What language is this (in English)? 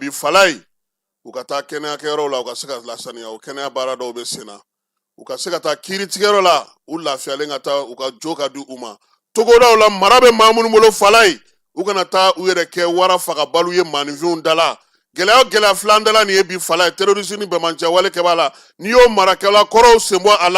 Bambara